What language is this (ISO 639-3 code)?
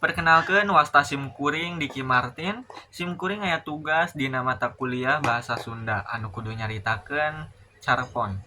sun